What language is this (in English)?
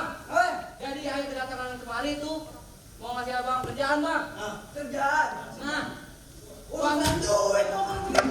Betawi